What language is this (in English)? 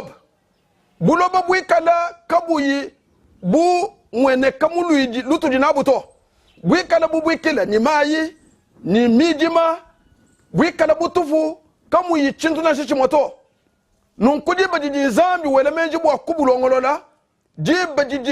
Luba-Lulua